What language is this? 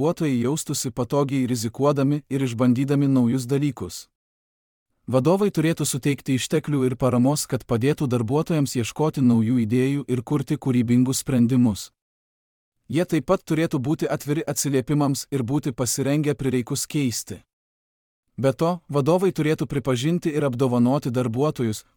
Lithuanian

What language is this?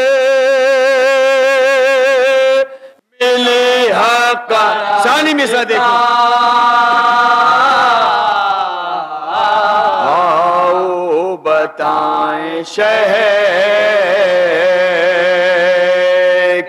Urdu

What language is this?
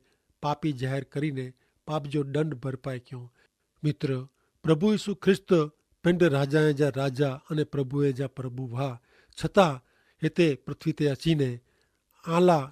Kachhi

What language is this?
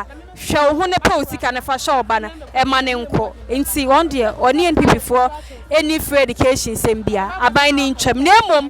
Akan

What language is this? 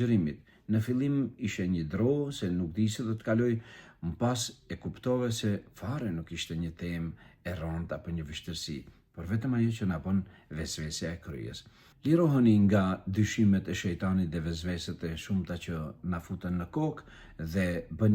Albanian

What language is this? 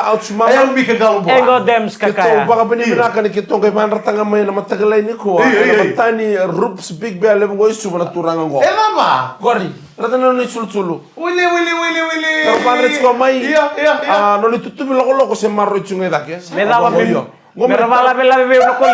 Fijian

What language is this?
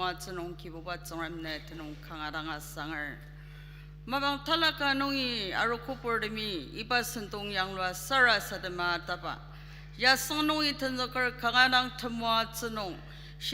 Ao Naga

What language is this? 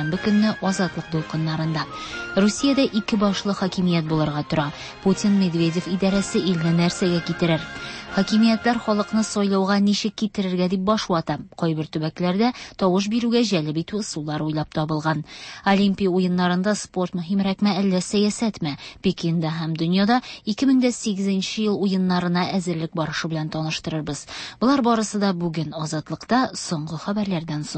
Tatar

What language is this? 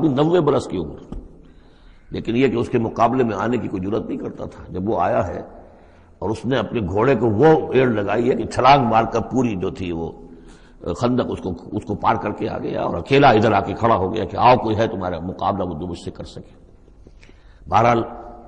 Urdu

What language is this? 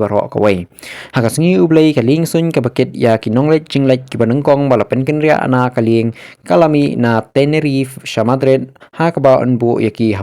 Khasi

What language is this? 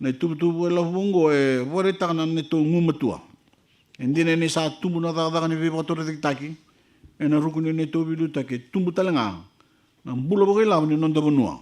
Fijian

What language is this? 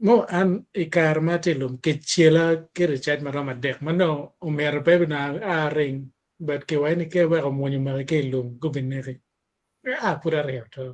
Acoli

